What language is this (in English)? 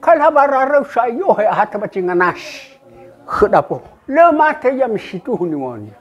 Nias